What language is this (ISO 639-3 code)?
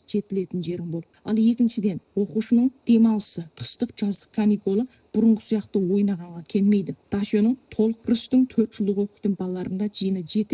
kaz